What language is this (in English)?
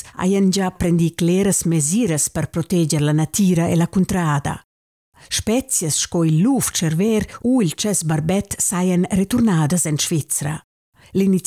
Romansh